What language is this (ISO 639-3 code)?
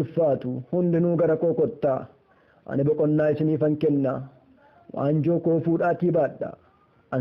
orm